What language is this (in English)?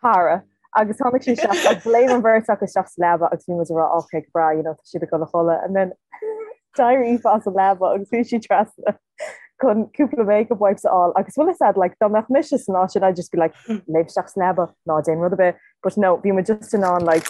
Irish